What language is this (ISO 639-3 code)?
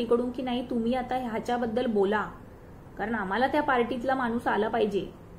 mar